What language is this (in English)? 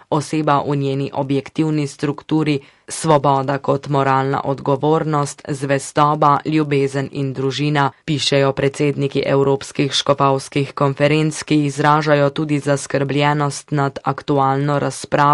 Slovenian